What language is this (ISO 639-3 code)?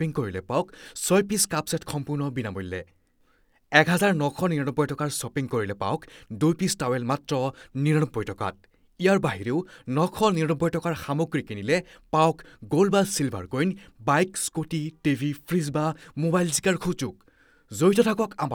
asm